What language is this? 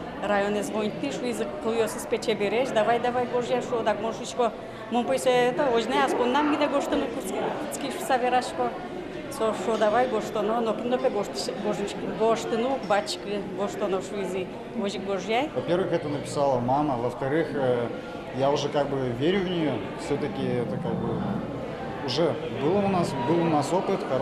Udmurt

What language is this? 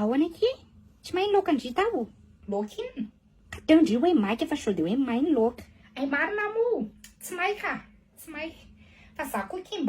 Malagasy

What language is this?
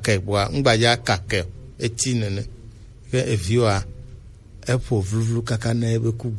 Gen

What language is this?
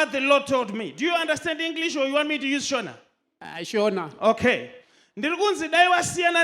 Shona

